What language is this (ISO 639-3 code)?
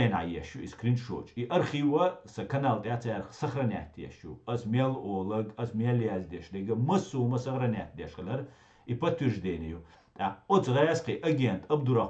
che